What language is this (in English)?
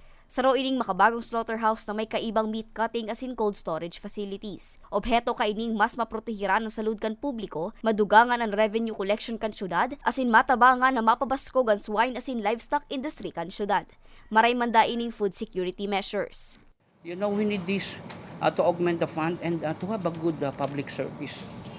Bikol